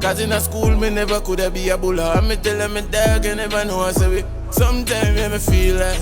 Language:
Jamaican Creole English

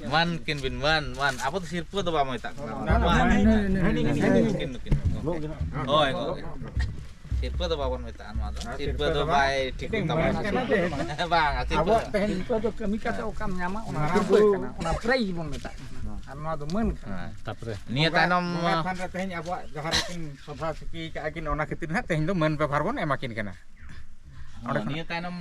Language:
Santali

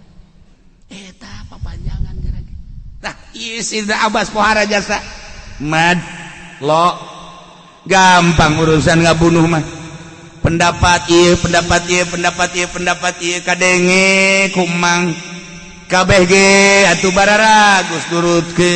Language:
Sundanese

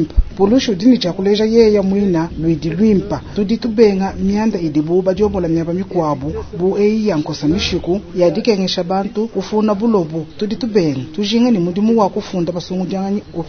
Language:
Luba-Lulua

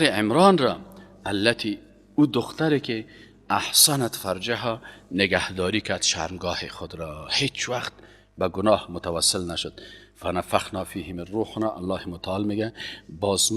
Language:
Persian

